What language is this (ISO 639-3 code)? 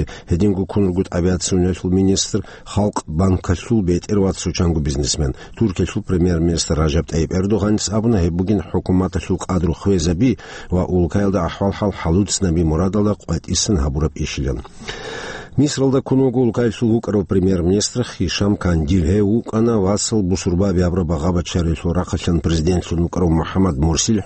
ava